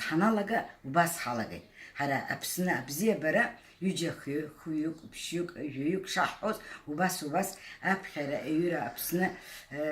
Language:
Abkhazian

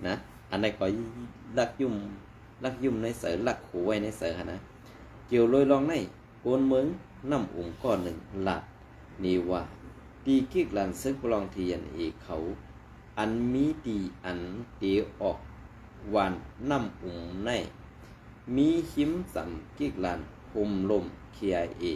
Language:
Shan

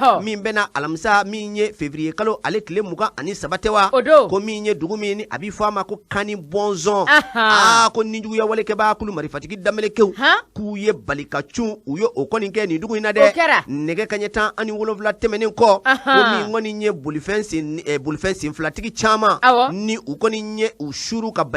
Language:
Bambara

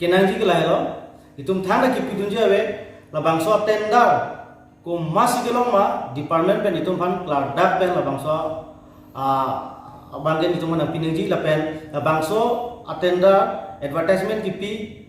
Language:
Karbi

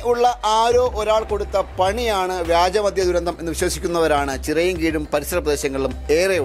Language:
Malayalam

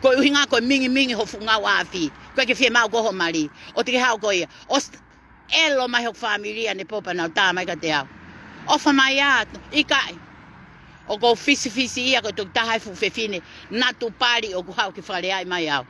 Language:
Tongan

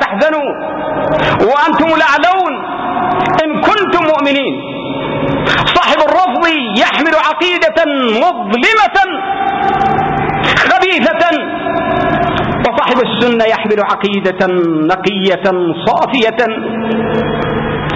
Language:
Arabic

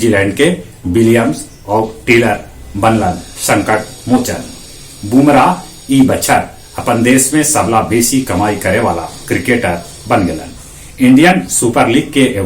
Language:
Magahi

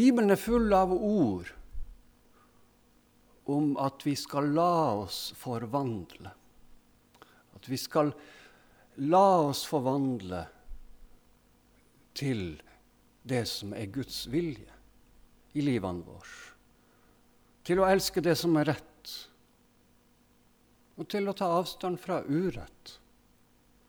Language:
Norwegian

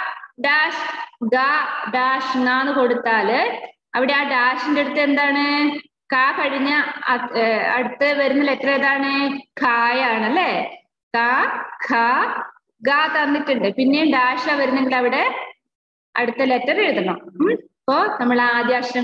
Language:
Malayalam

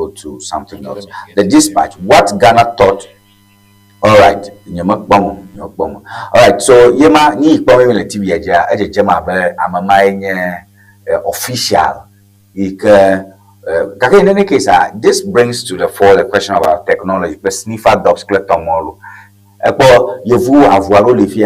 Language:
Ewe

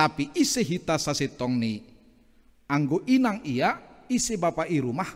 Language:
Batak Simalungun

